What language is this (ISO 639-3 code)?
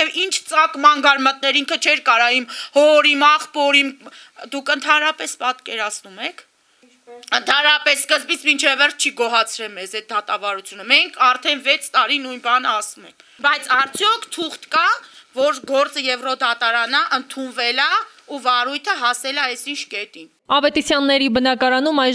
hye